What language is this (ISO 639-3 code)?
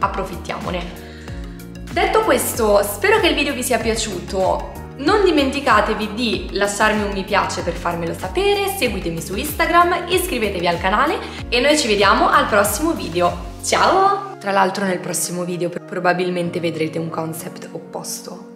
ita